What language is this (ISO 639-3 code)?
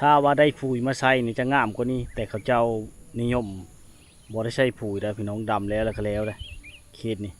lao